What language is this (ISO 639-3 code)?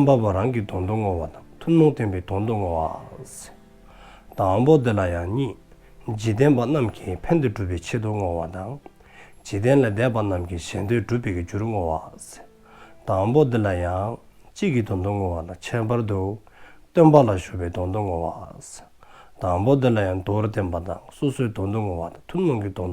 dzo